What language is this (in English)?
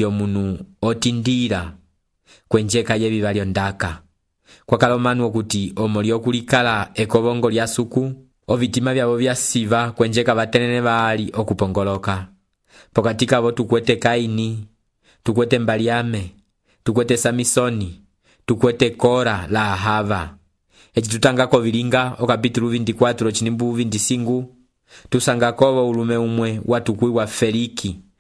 Umbundu